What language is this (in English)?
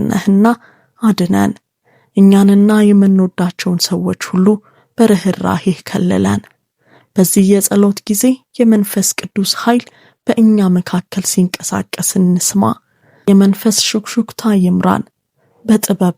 Amharic